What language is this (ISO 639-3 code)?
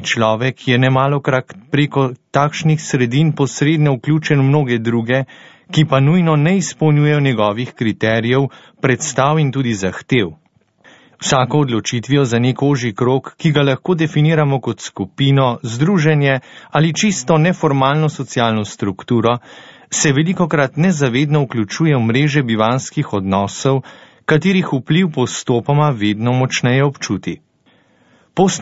slv